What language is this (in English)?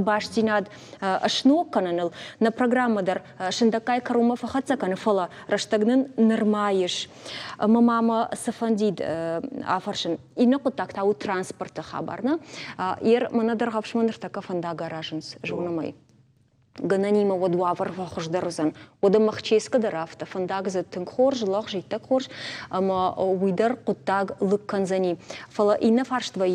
Ossetic